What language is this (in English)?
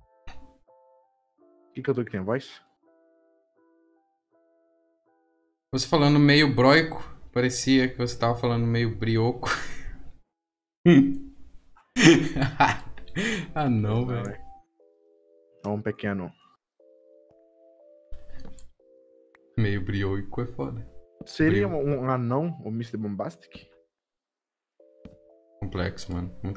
Portuguese